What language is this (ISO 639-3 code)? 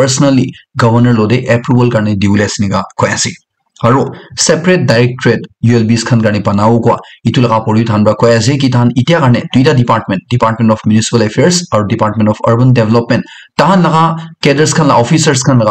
nag